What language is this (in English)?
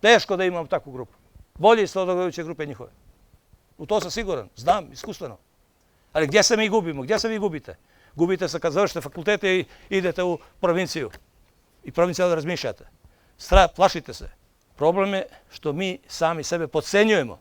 Bosnian